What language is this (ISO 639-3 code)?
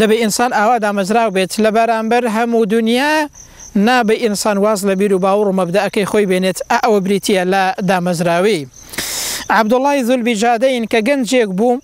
ckb